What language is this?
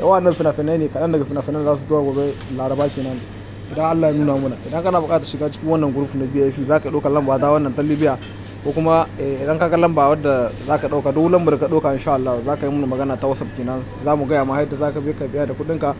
Hausa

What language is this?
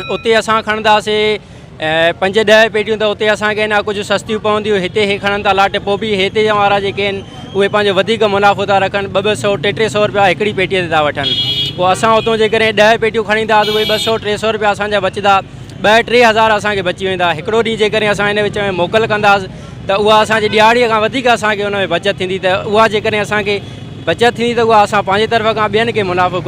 Sindhi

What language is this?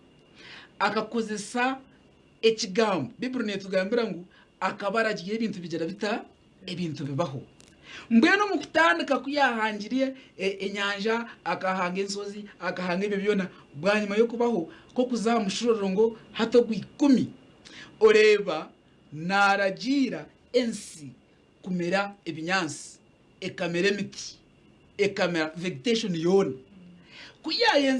Nyankole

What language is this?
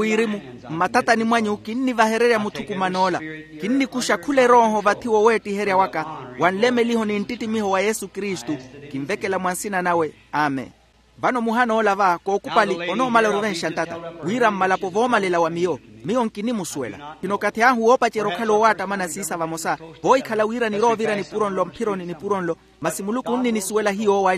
Makhuwa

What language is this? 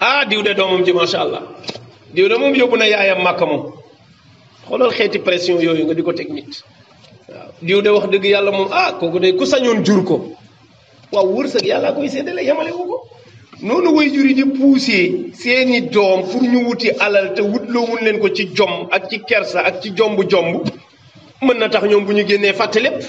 Wolof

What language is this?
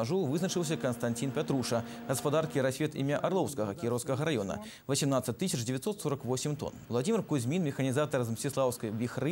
Belarusian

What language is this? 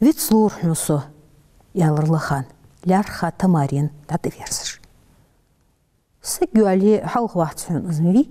Ingush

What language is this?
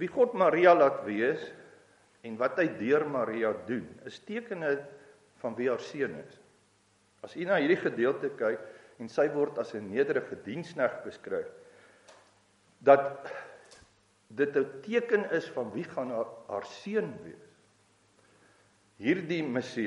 Afrikaans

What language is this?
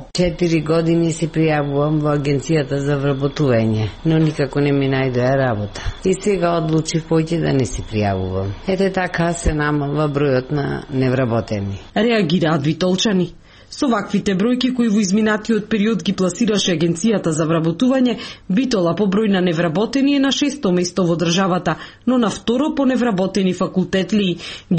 Macedonian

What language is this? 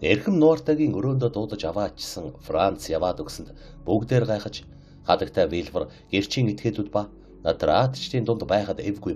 Mongolian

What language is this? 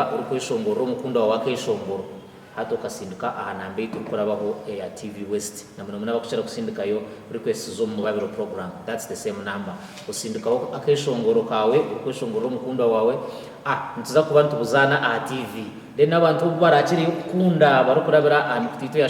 Nyankole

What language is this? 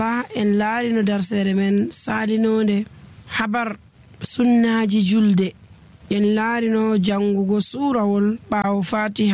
Nigerian Fulfulde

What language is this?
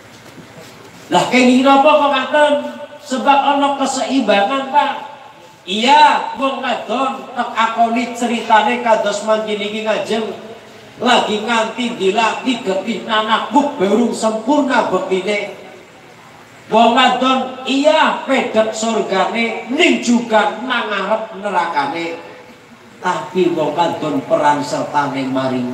Javanese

